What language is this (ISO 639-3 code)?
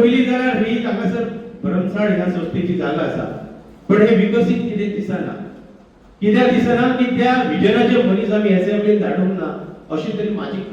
kok